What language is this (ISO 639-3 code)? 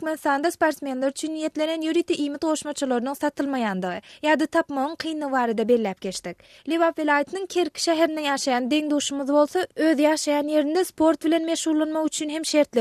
tuk